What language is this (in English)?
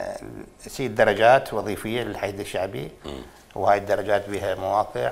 Mesopotamian Arabic